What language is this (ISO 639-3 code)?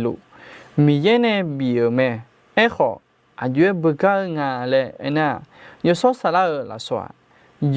ahk